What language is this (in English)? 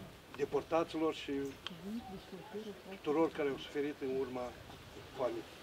Romanian